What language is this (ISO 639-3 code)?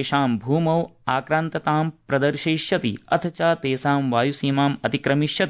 san